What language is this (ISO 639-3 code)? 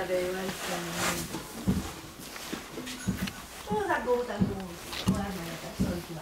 fra